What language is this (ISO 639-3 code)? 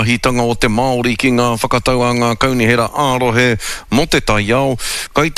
mri